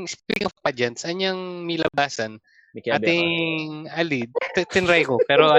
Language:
Pampanga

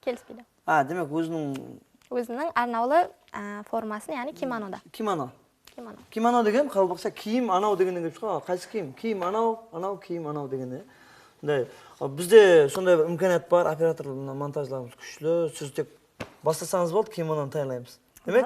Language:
Kara-Kalpak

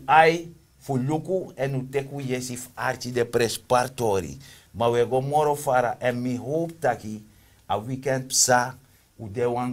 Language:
Sranan Tongo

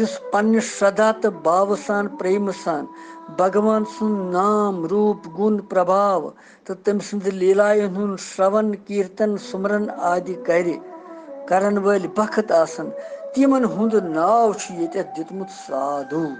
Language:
Kashmiri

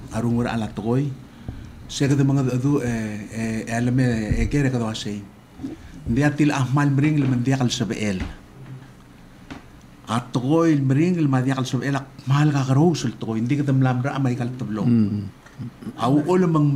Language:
Palauan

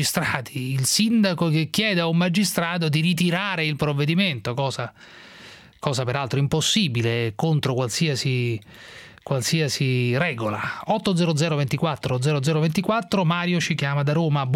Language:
Italian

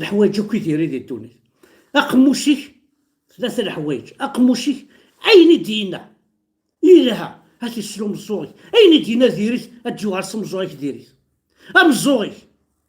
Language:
Kabyle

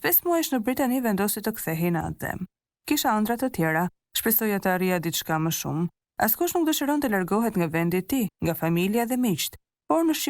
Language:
Albanian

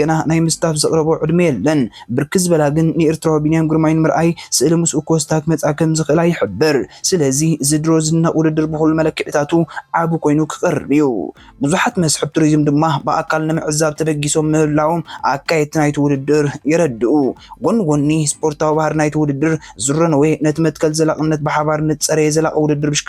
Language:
Tigrinya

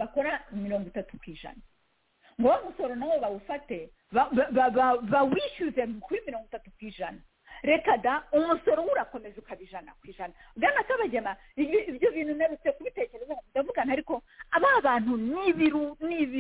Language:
Kinyarwanda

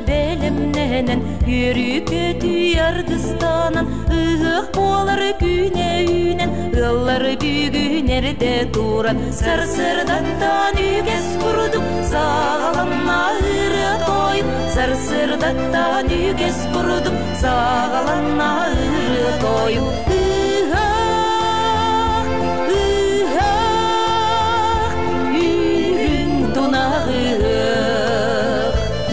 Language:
Yakut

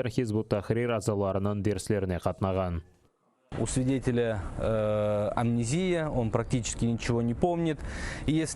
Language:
Crimean Tatar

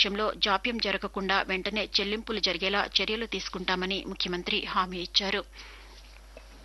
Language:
Telugu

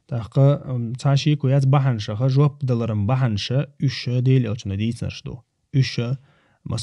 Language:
Chechen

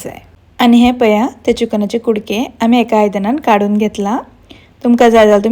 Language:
Konkani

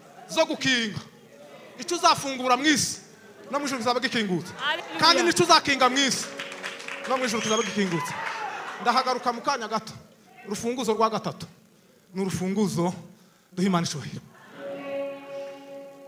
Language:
Kinyarwanda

